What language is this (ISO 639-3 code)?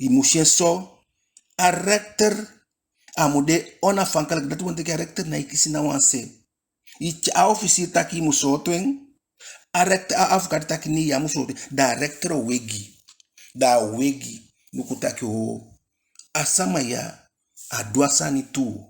djk